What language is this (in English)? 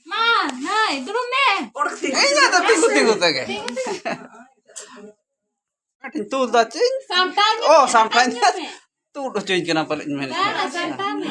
Santali